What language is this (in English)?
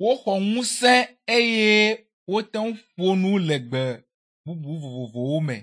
Ewe